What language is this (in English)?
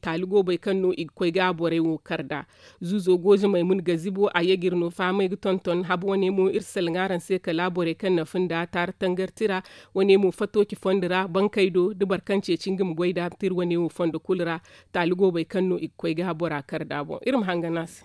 Zarma